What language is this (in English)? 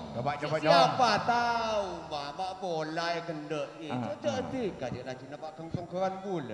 Madurese